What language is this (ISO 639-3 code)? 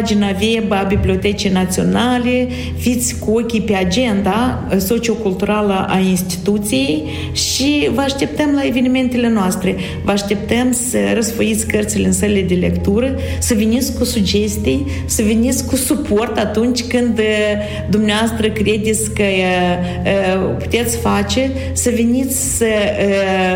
ron